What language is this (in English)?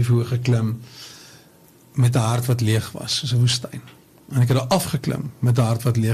Afrikaans